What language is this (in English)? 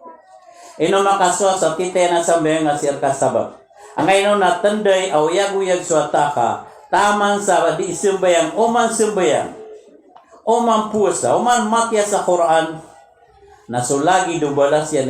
Maranao